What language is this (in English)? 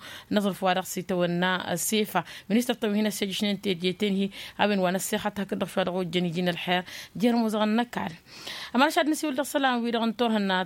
Tamasheq